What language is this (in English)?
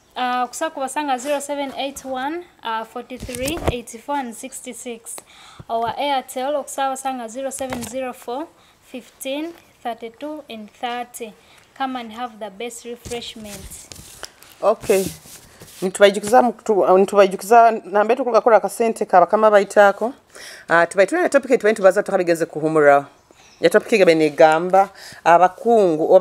Nyoro